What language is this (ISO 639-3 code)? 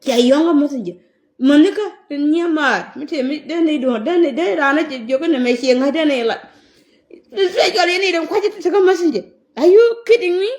nus